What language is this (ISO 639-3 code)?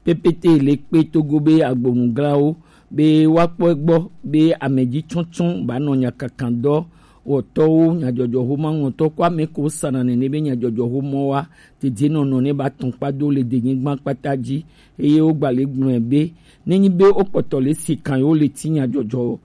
gej